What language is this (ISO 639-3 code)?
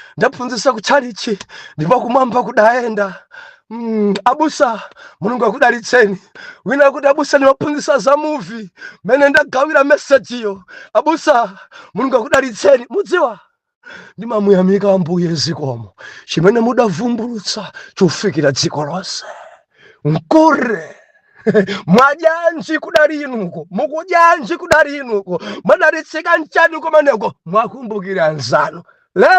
nya